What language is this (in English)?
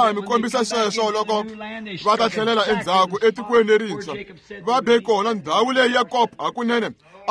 Tsonga